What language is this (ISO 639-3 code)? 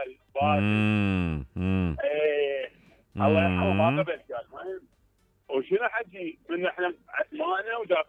acm